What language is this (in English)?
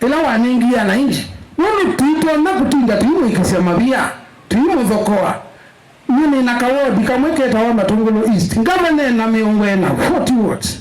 Kamba